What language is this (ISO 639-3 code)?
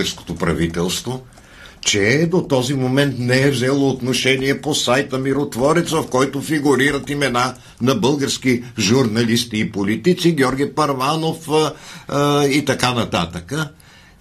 bul